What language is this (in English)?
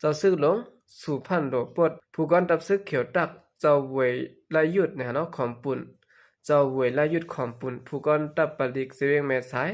Shan